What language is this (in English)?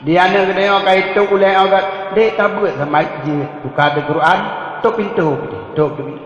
Achinese